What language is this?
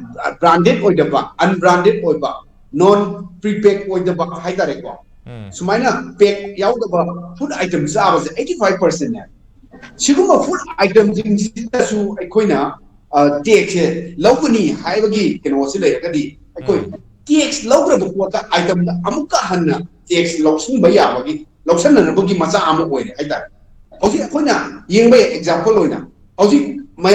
Manipuri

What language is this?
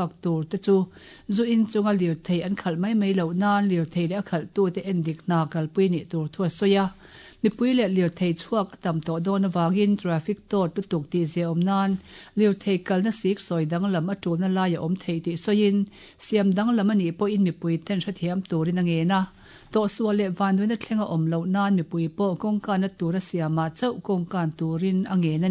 Mizo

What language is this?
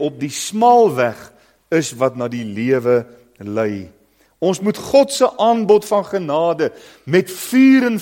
Afrikaans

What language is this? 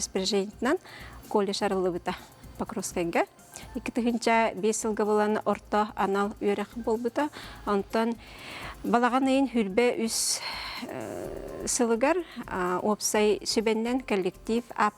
Yakut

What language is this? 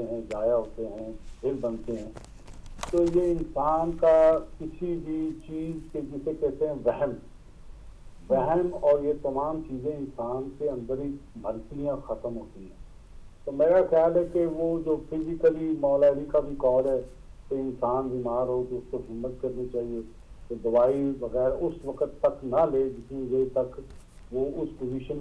Urdu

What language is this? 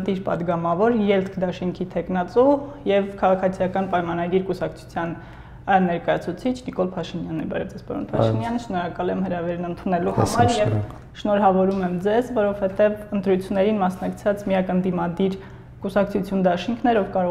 Armenian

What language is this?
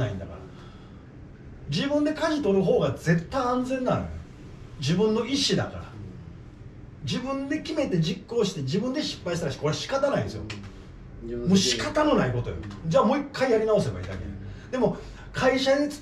Japanese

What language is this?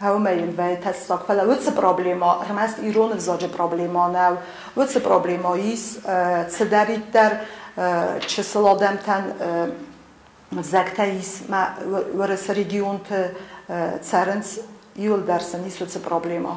Ossetic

